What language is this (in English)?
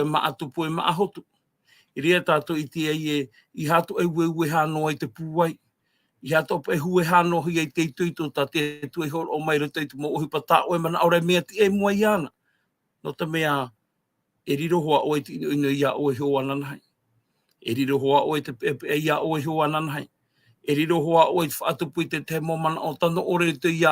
Tahitian